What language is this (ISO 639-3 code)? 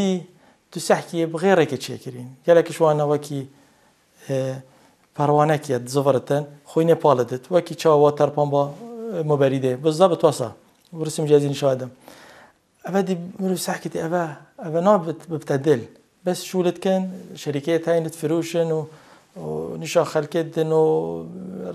kur